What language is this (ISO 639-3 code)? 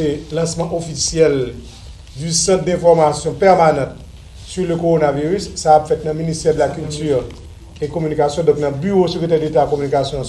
hat